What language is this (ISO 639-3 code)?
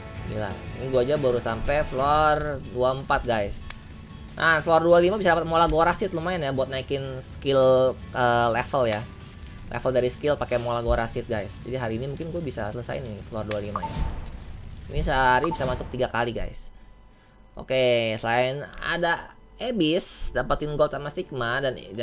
ind